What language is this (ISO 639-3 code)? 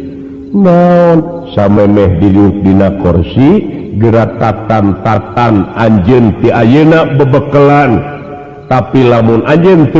sun